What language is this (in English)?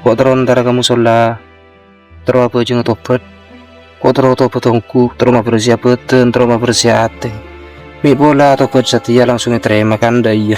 Madurese